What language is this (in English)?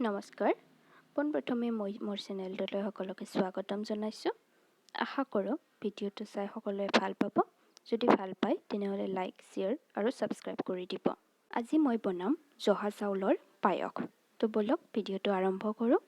Assamese